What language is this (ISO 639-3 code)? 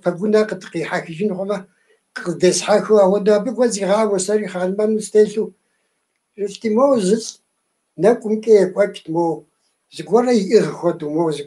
kbd